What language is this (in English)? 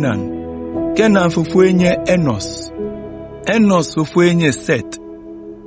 Ewe